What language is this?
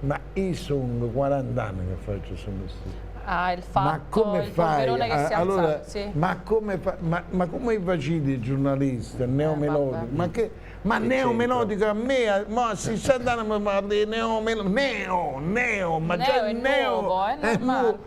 Neapolitan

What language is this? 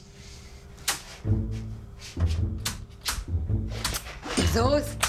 Hebrew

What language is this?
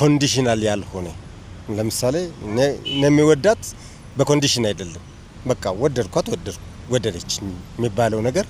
Amharic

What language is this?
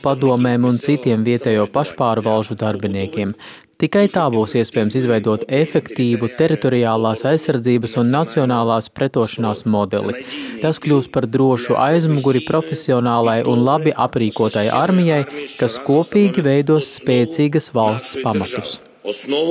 Latvian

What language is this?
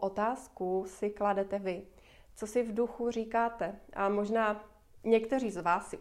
Czech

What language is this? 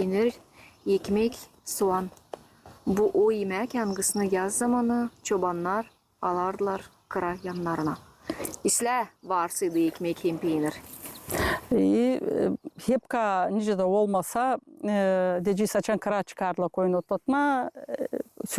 Gagauz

